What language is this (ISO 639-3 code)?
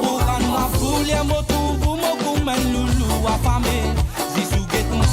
mfe